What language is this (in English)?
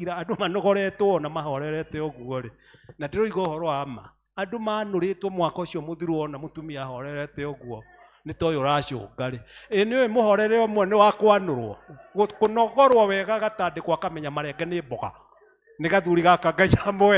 Kikuyu